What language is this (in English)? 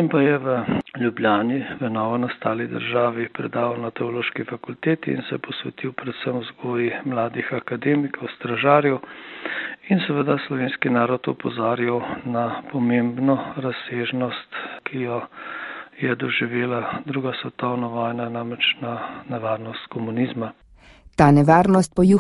Slovenian